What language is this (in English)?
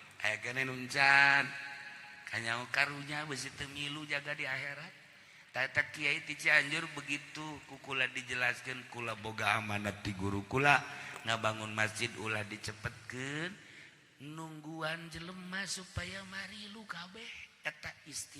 Sundanese